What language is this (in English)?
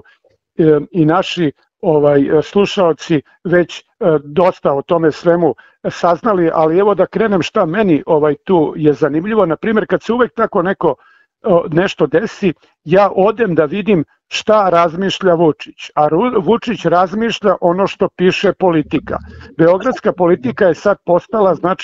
Serbian